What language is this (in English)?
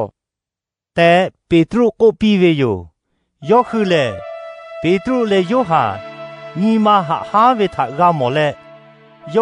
Lahu